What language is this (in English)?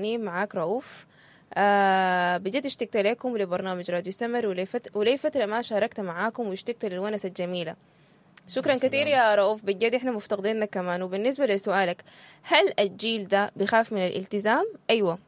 Sudanese Arabic